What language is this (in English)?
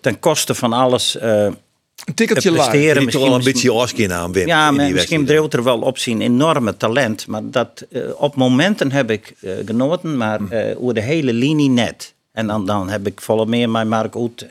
Western Frisian